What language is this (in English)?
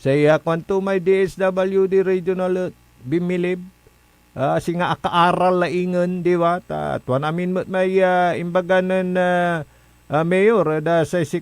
Pangasinan